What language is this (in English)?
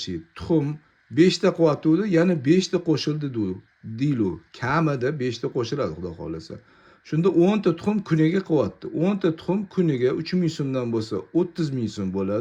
Uzbek